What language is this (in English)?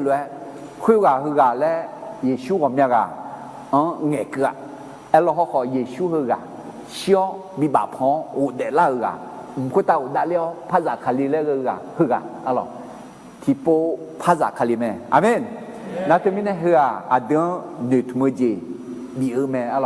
Akha